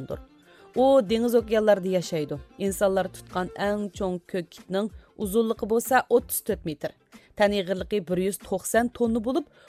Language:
Uyghur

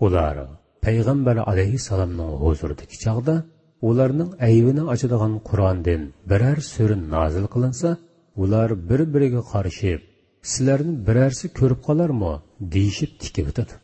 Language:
Uyghur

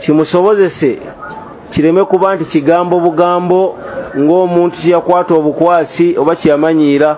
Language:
Ganda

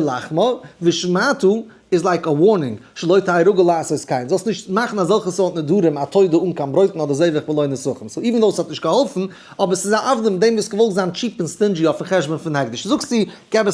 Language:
Yiddish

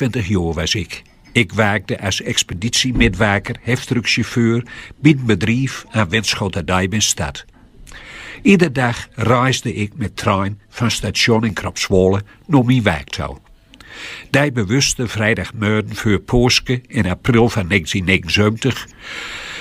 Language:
Gronings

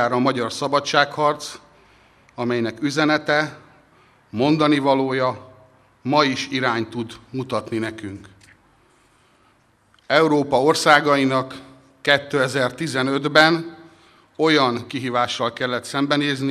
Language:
Hungarian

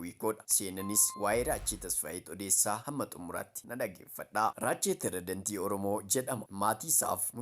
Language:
Oromo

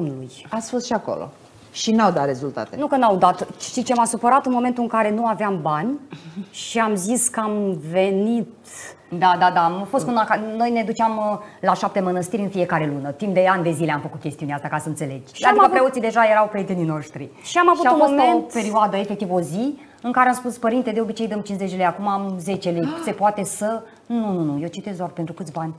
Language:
Romanian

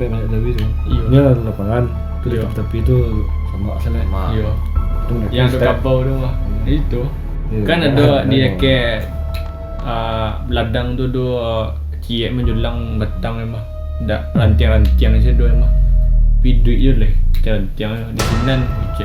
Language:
Minangkabau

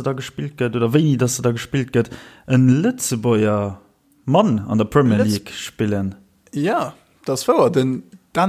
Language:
Luxembourgish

